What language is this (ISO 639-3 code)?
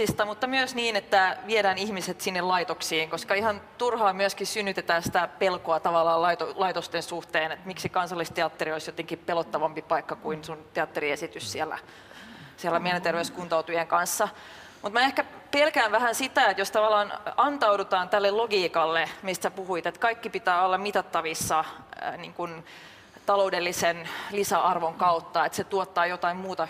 fin